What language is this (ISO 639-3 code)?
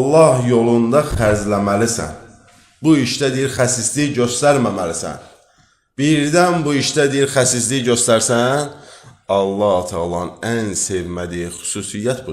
aze